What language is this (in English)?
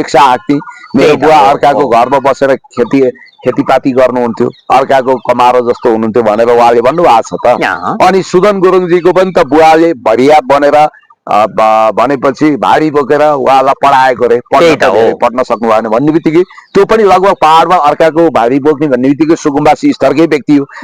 Nepali